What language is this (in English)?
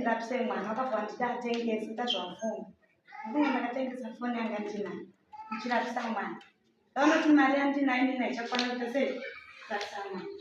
Shona